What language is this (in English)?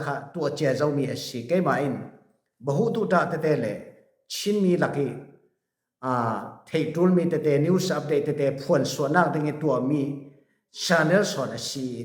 Falam Chin